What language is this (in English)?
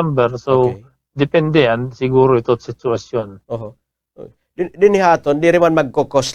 Waray